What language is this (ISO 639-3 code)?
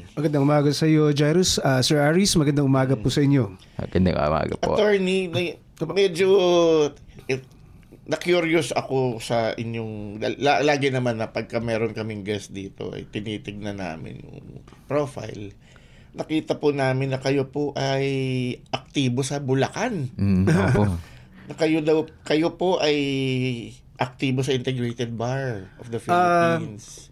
fil